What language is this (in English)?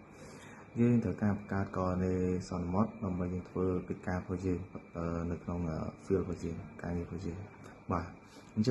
Khmer